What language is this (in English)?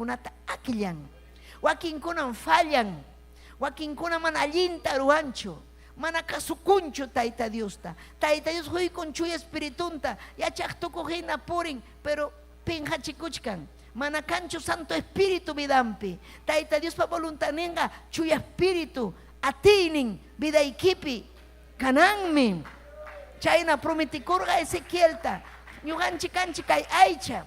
Ayacucho Quechua